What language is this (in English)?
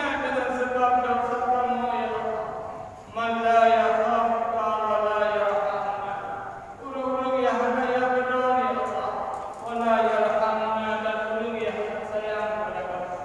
Achinese